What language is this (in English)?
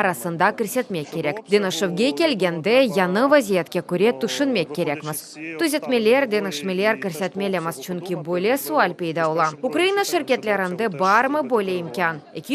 Crimean Tatar